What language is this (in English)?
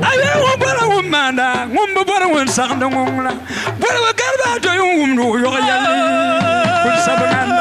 Dagbani